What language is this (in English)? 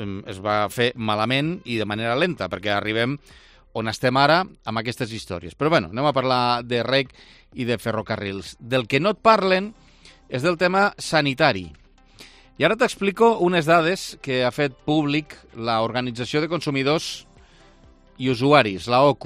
Catalan